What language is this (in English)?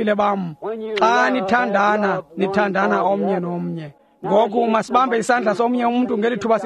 Xhosa